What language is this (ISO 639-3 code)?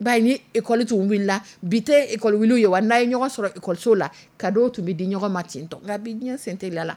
dyu